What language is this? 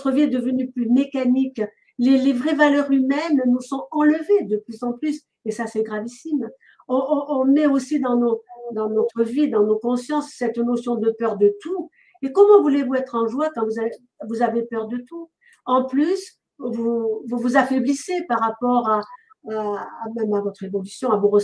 French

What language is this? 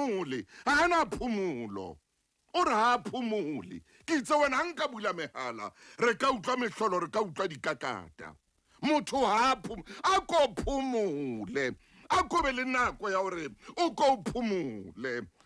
Southern Sotho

